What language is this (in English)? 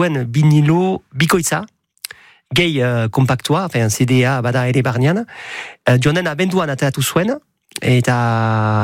Basque